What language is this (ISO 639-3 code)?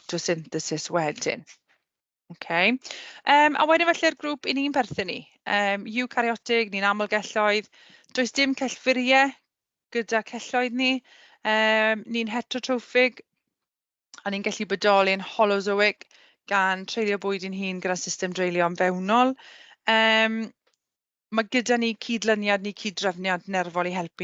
cym